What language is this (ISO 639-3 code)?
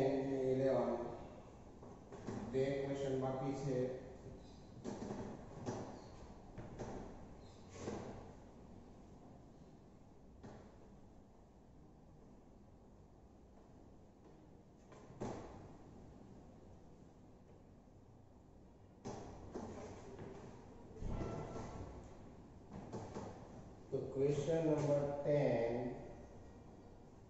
guj